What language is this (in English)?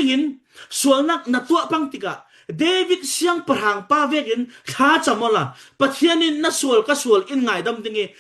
Falam Chin